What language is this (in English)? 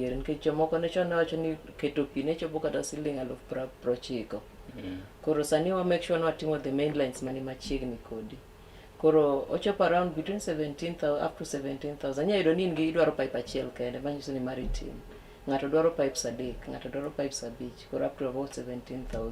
Luo (Kenya and Tanzania)